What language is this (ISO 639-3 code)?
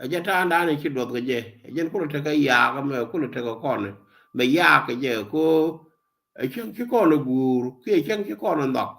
nus